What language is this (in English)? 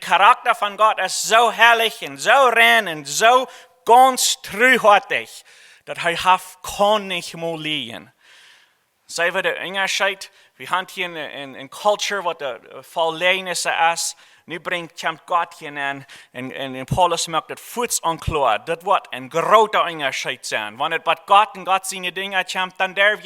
Plautdietsch